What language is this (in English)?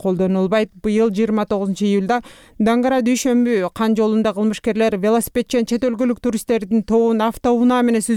Kyrgyz